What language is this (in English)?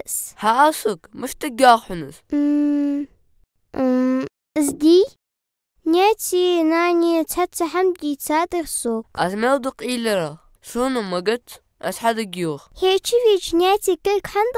Ingush